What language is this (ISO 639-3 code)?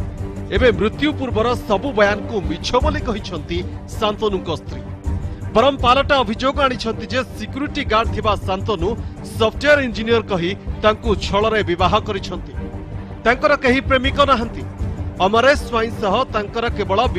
ori